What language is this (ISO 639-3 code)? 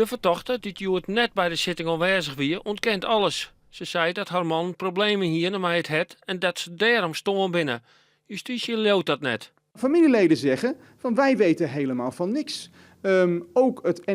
fry